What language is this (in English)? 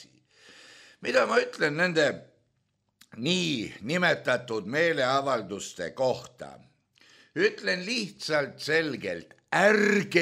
Estonian